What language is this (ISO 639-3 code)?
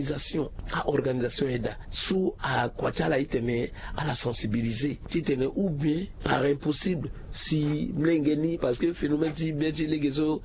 sag